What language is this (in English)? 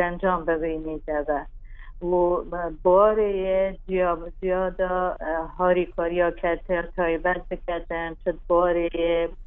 Kurdish